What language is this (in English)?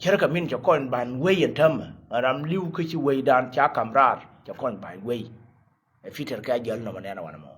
Nuer